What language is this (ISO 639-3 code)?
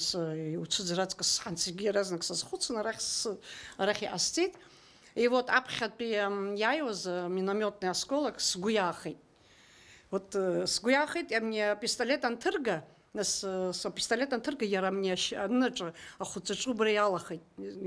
abk